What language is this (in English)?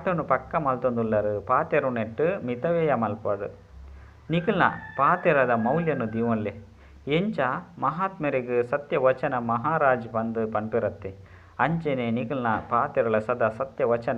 Tulu